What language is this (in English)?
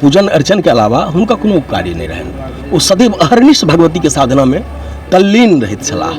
Maithili